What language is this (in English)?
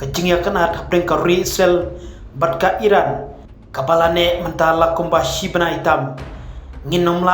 Khasi